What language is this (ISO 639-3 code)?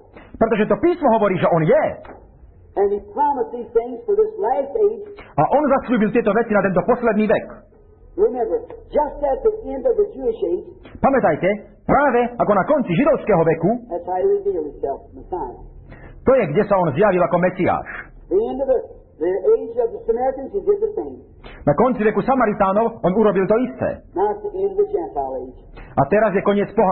slk